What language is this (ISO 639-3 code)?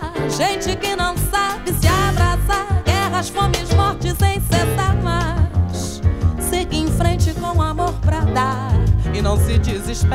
por